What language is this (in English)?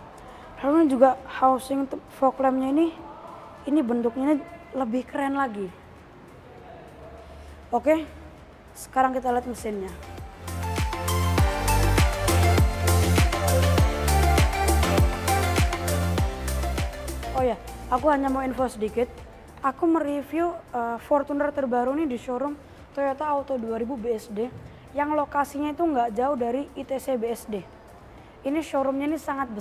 Indonesian